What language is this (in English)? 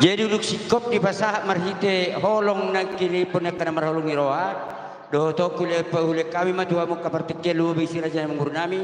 Batak Toba